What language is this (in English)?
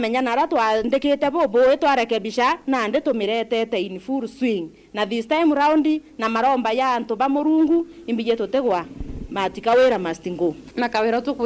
Meru